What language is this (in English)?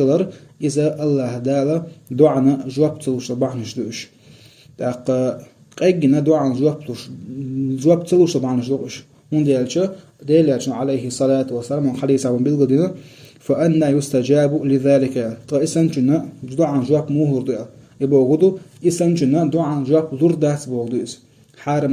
Chechen